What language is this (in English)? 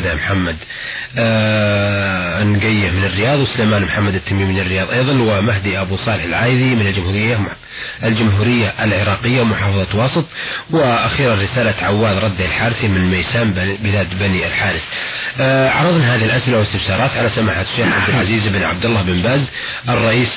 Arabic